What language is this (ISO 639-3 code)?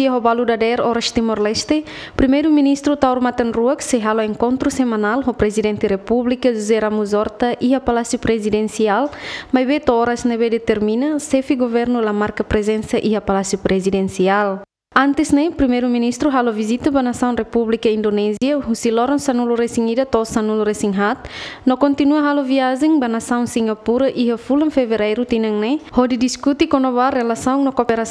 tet